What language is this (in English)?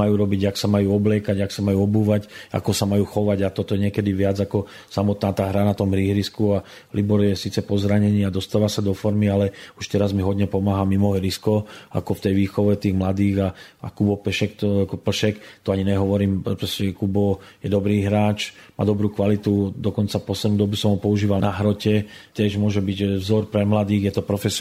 Slovak